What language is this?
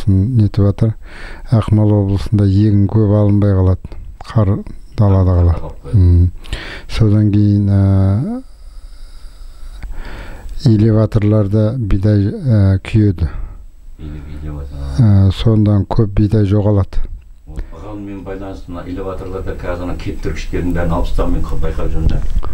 Kazakh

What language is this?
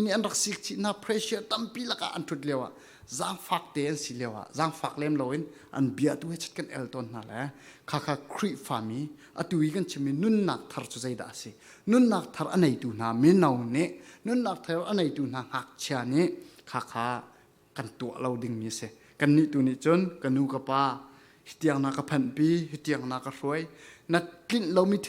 Falam Chin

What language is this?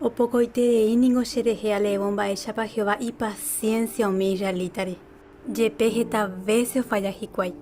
Guarani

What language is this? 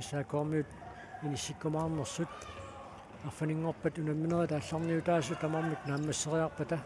Kalaallisut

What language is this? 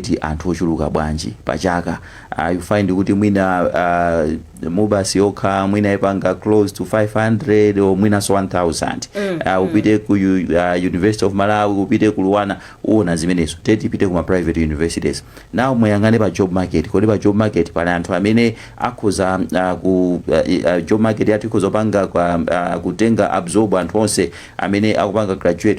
Nyanja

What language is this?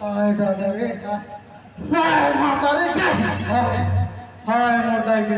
Chhattisgarhi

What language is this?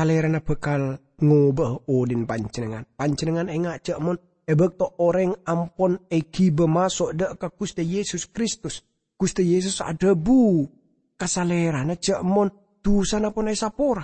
Madurese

